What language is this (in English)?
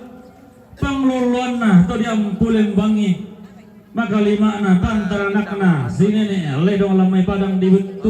Toraja-Sa'dan